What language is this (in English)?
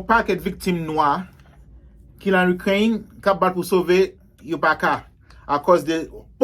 Haitian Creole